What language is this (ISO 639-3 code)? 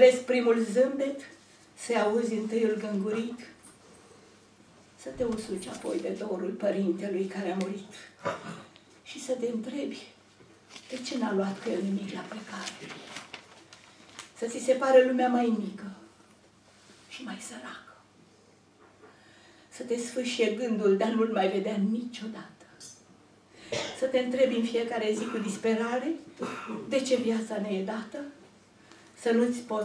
ron